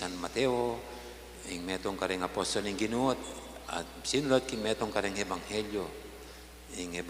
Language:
Pampanga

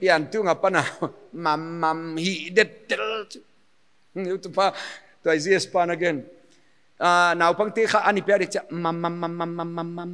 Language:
Paite Chin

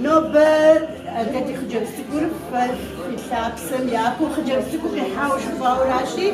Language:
Kabardian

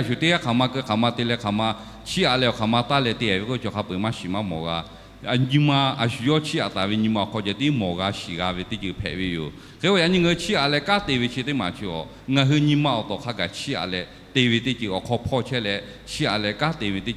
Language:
Lahu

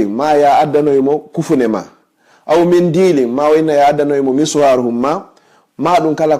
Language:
Fula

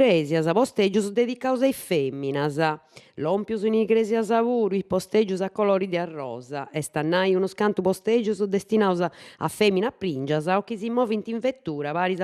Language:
Sardinian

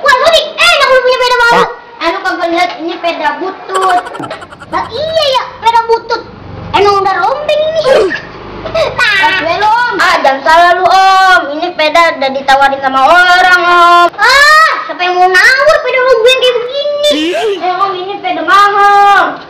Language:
Betawi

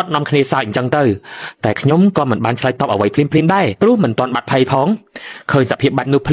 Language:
Khmer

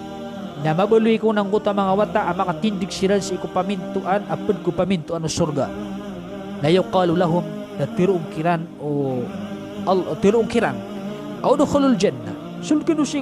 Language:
Maranao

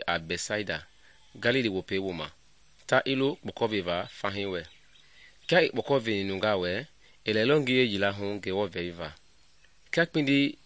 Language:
Mende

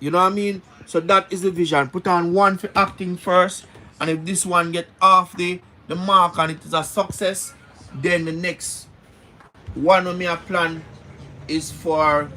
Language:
Jamaican Creole English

